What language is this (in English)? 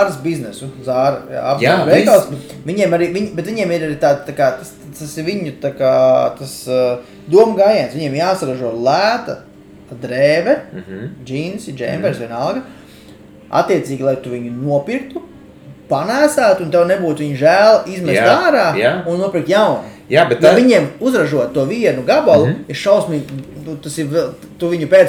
Latvian